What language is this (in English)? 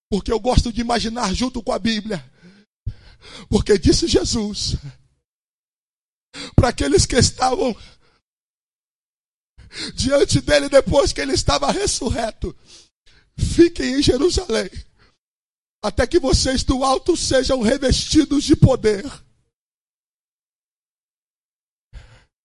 Portuguese